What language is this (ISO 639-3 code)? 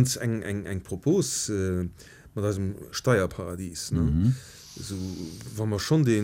ltz